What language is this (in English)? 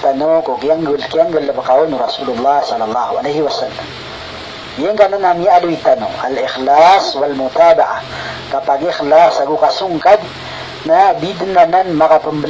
Maranao